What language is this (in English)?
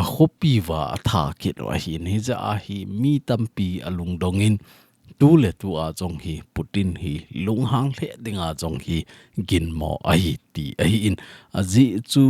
Thado Chin